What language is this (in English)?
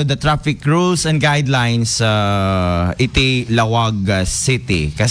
Iloko